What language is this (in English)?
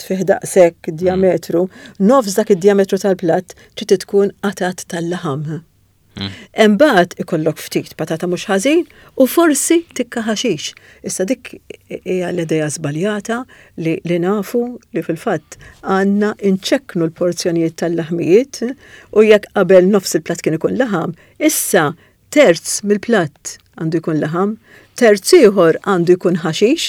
Maltese